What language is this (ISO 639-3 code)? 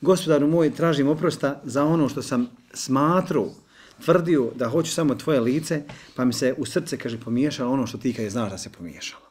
bos